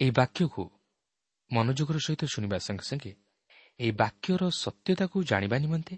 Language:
Odia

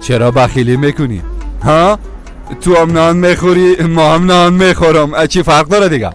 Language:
Persian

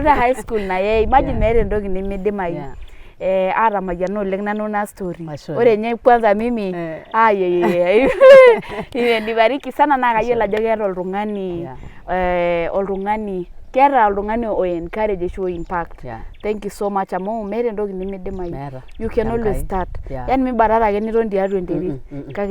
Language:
Masai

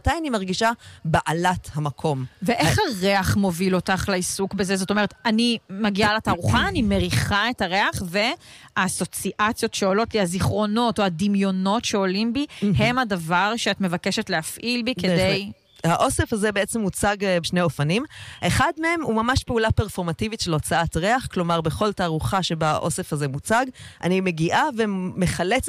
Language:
Hebrew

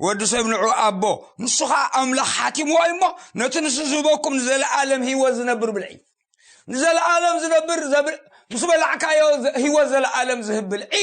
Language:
Tigrinya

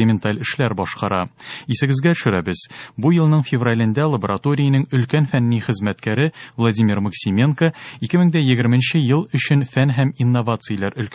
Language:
Tatar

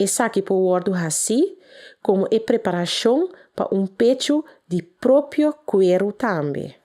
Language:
Papiamento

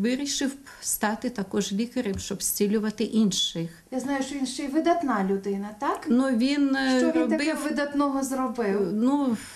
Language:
Ukrainian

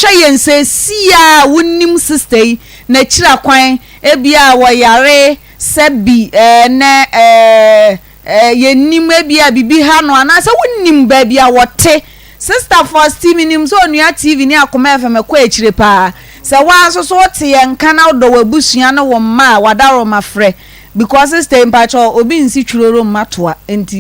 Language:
Akan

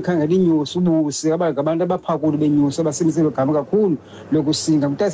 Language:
Xhosa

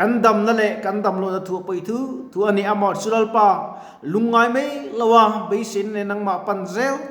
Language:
Mizo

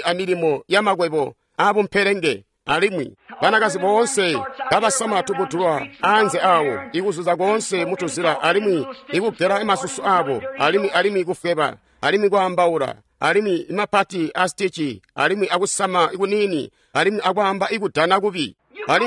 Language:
Tonga (Zambia)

